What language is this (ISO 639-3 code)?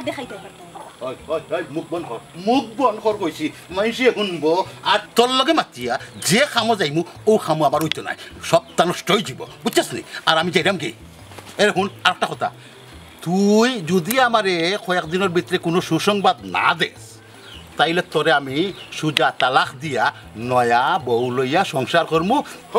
syl